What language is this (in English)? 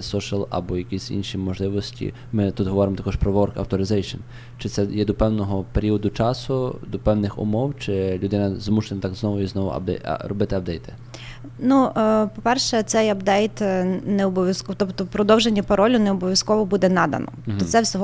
Ukrainian